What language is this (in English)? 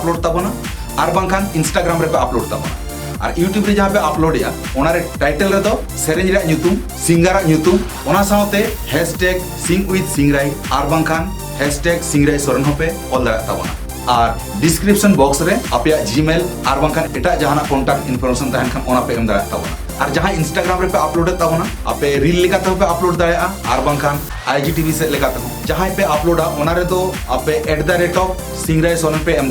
Santali